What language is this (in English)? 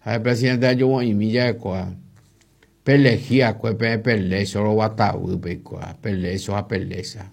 Guarani